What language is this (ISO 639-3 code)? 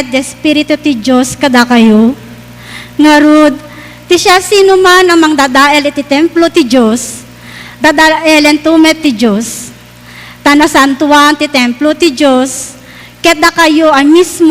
ilo